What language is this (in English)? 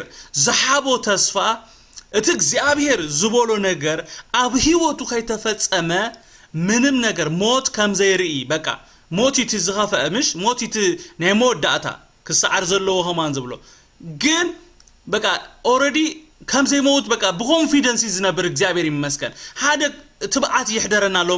Tigrinya